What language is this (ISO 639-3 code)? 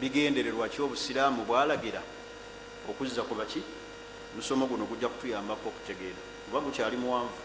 lug